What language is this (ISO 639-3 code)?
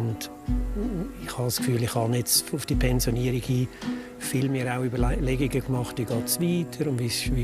gsw